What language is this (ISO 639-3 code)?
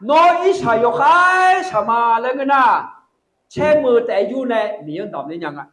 ahk